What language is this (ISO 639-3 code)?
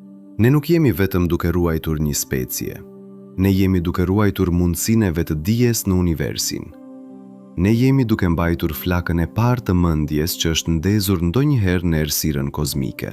sqi